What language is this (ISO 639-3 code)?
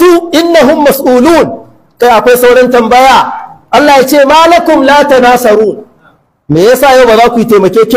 hau